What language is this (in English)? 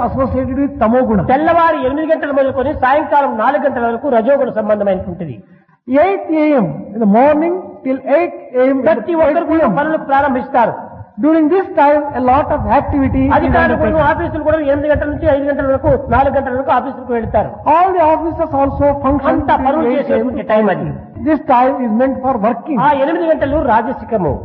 Telugu